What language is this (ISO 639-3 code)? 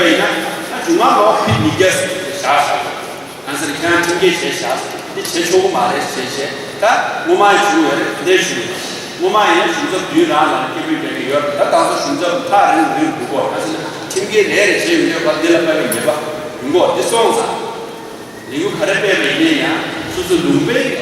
bod